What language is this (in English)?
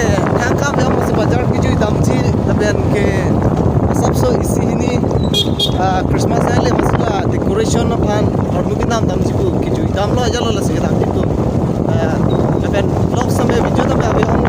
Karbi